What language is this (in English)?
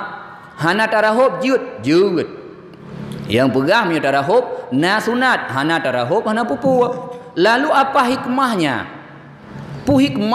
Achinese